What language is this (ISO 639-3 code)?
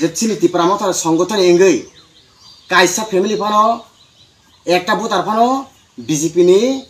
trp